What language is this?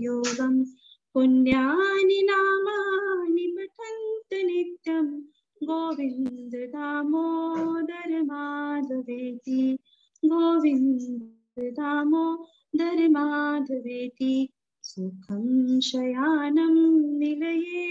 Sanskrit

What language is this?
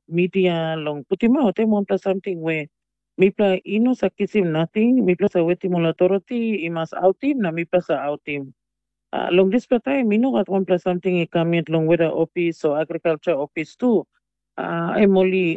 Tok Pisin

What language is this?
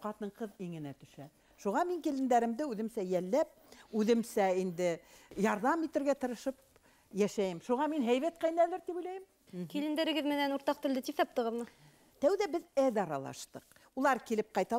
Bashkir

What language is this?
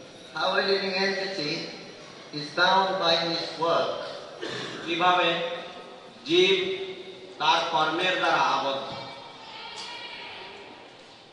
Bangla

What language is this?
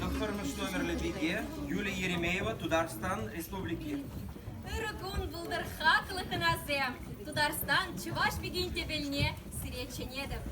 Chuvash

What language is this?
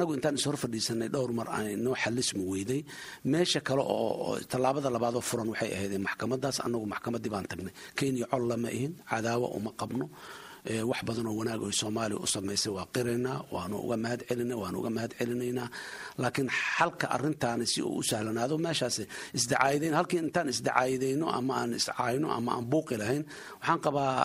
Somali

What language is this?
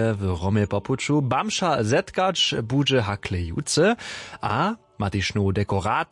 Upper Sorbian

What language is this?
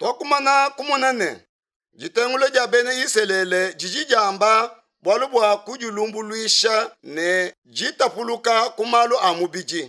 Luba-Lulua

